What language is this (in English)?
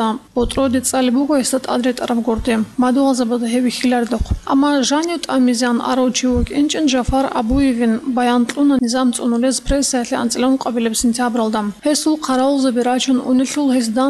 Avaric